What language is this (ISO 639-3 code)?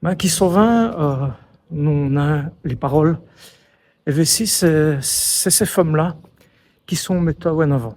wln